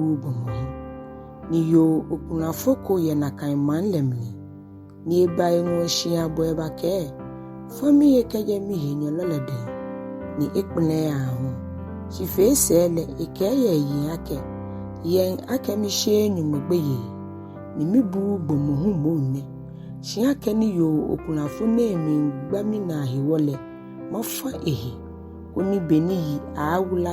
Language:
Ga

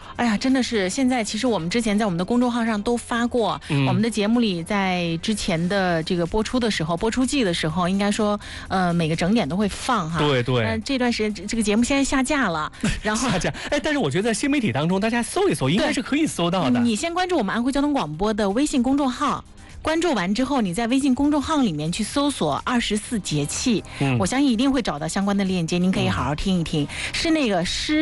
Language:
Chinese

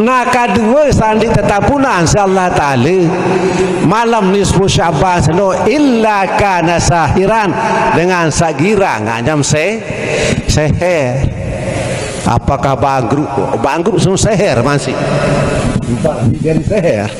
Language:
Sasak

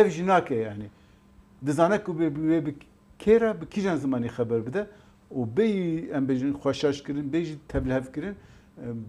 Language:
Kurdish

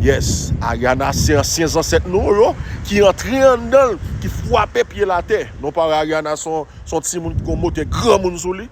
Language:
Haitian Creole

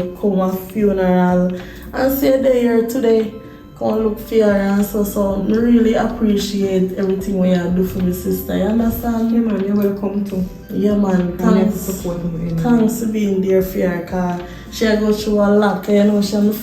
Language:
Jamaican Creole English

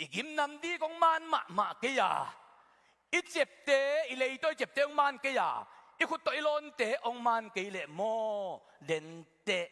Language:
Tedim Chin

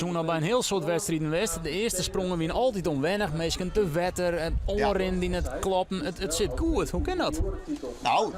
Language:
Western Frisian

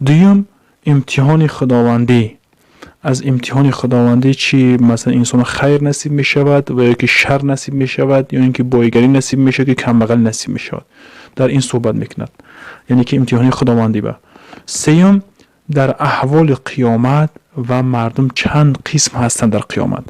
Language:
Tajik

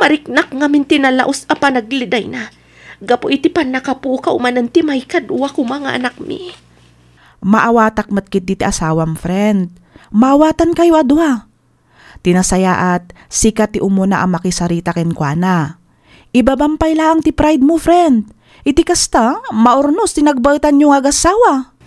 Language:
Iloko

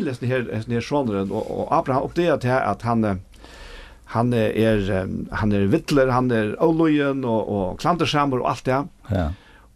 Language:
Faroese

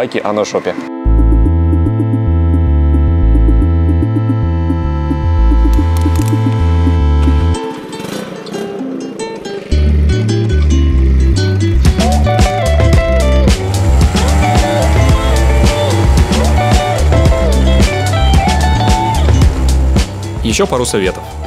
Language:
Russian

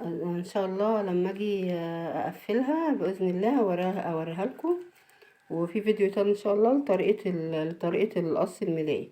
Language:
Egyptian Arabic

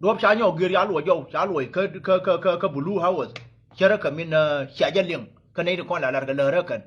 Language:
Nuer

